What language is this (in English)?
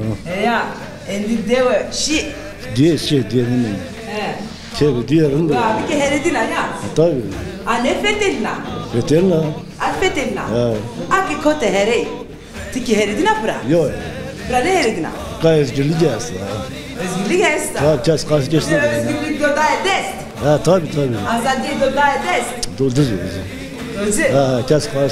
Zaza